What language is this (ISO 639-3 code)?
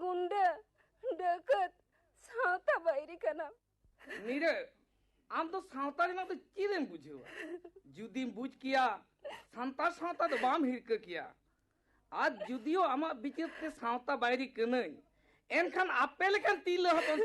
sat